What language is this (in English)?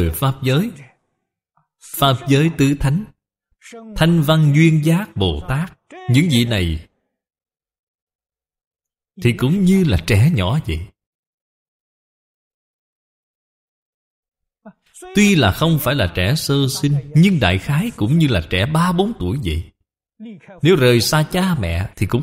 Vietnamese